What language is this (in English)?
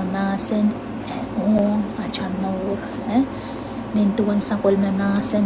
Pohnpeian